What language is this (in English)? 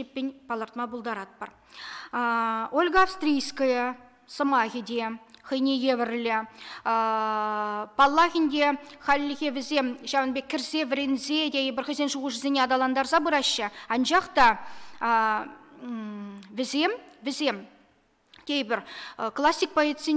Chuvash